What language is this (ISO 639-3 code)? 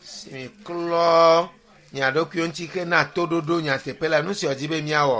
ewe